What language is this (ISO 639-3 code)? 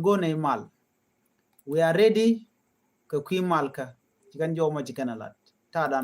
nus